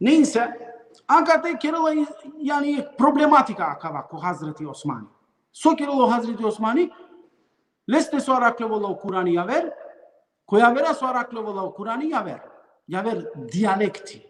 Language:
Balkan Romani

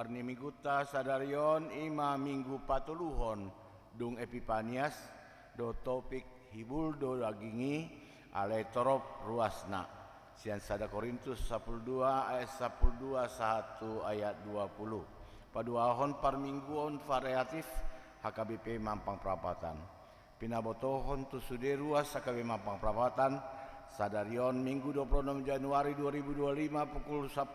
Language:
Batak Toba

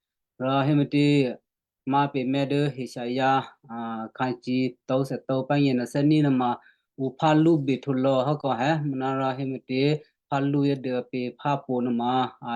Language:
Western Kayah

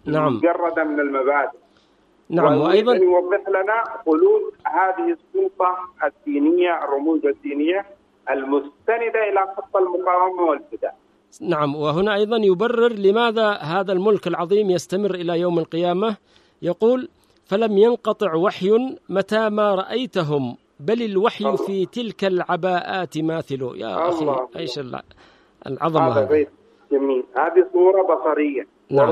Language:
Arabic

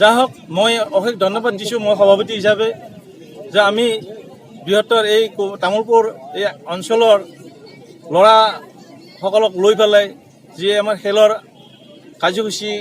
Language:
Assamese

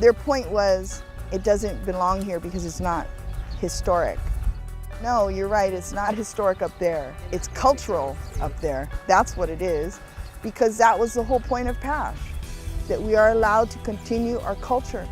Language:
Hawaiian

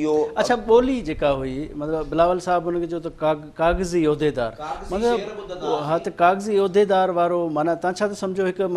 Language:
Sindhi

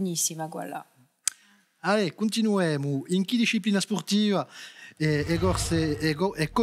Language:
Corsican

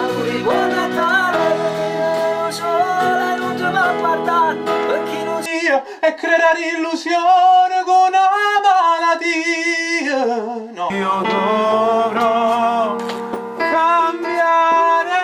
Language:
Neapolitan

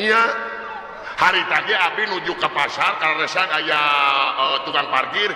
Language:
Sundanese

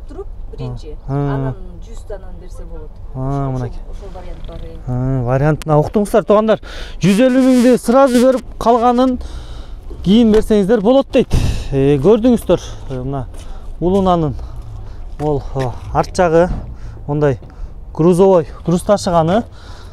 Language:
Kyrgyz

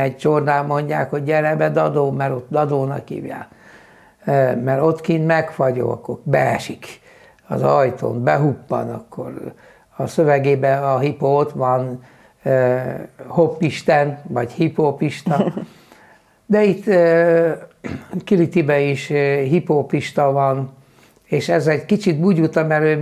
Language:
Hungarian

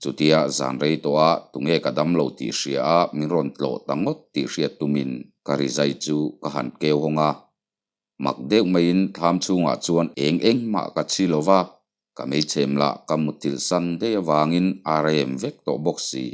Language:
Mizo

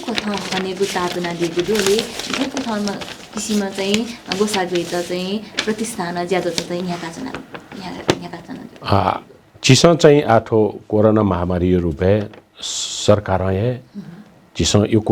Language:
Newari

